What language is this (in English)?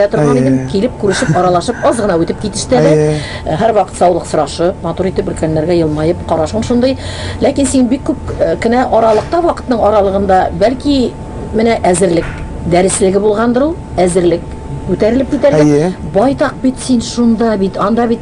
Tatar